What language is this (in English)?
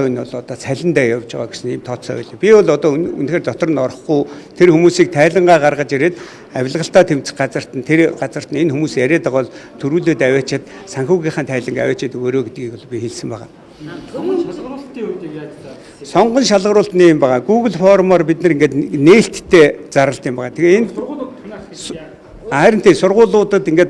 Mongolian